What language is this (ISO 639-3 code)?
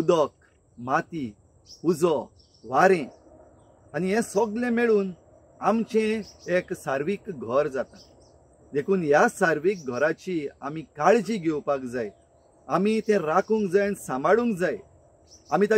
kok